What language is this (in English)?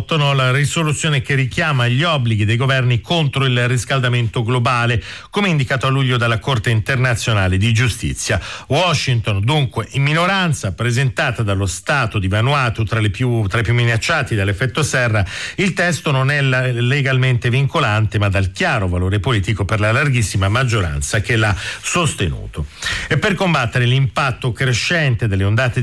Italian